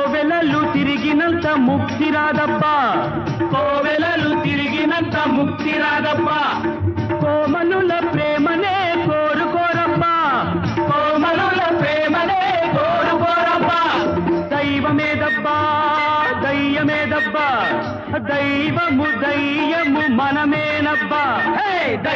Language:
Telugu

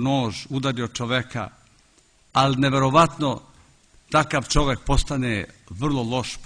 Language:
Serbian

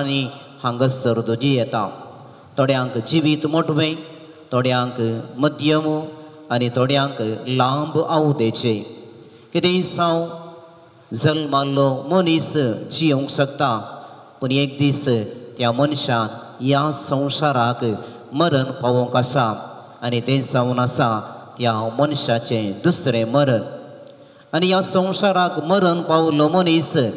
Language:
Konkani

